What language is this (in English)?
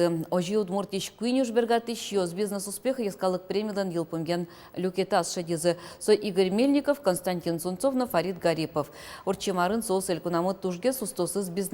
Udmurt